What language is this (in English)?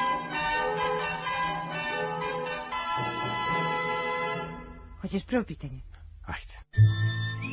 Serbian